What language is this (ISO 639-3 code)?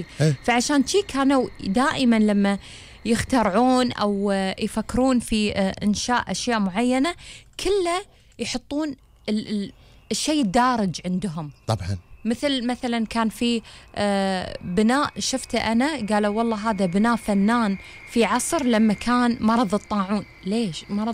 afb